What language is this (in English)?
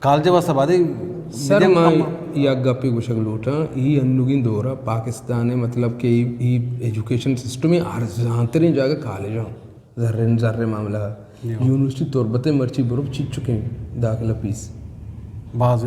Eastern Balochi